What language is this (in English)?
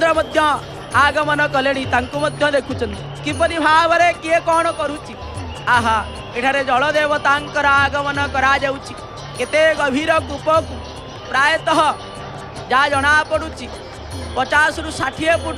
Odia